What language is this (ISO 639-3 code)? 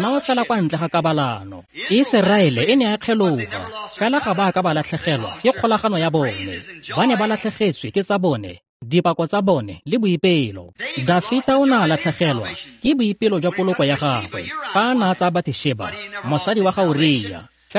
tsn